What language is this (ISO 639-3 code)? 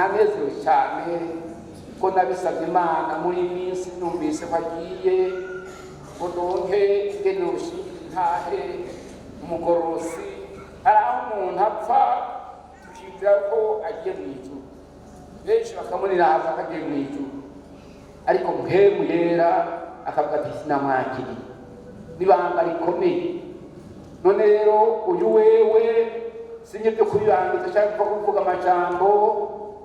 run